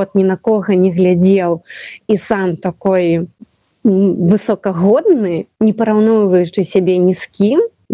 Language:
Belarusian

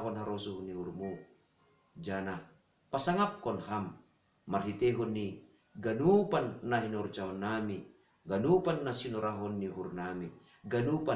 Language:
Batak Simalungun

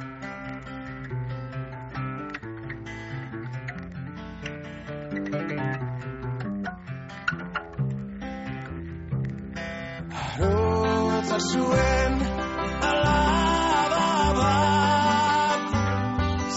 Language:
Basque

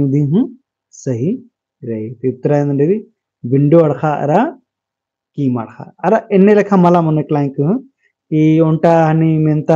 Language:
Kurukh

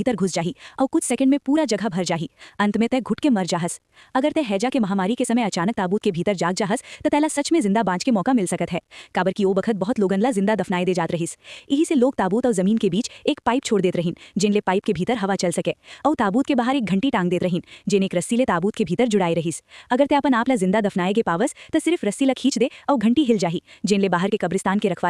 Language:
Chhattisgarhi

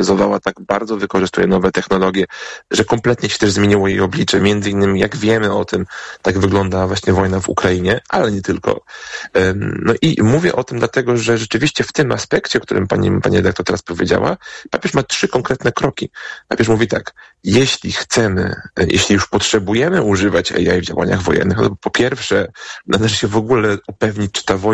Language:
Polish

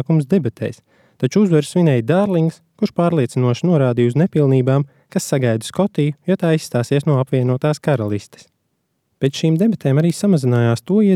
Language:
Latvian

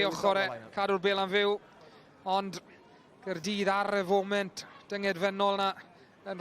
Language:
Welsh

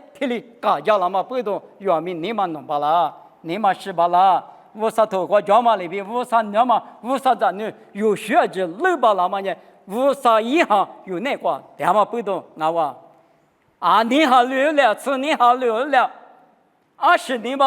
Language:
Lisu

